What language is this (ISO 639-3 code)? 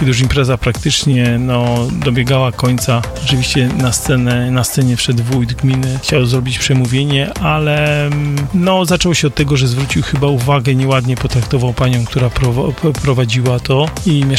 pol